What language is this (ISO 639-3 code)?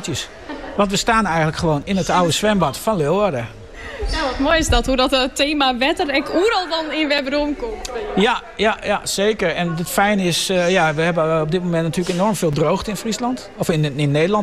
nld